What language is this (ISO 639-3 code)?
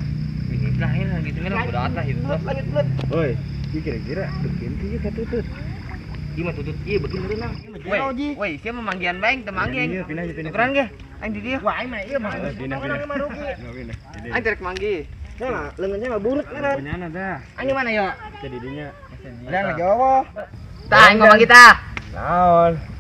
sun